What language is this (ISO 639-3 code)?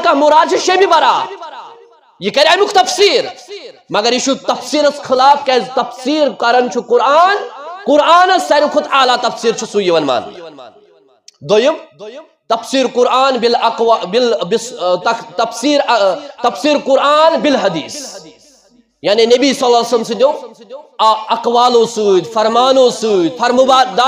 kas